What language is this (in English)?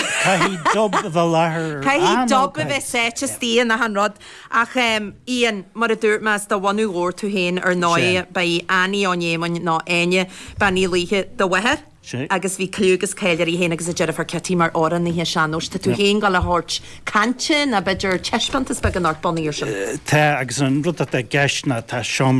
Irish